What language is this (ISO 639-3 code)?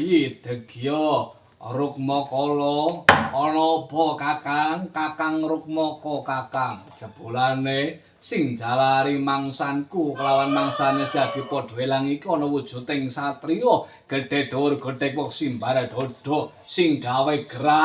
jav